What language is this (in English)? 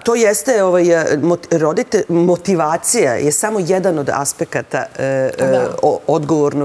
Serbian